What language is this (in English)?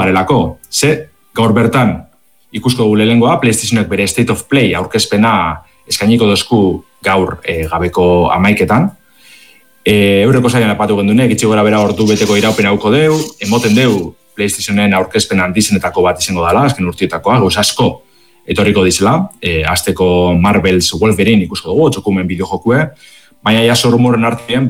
Basque